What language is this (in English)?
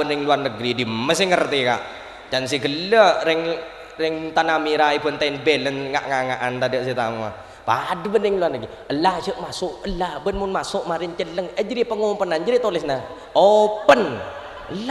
Madurese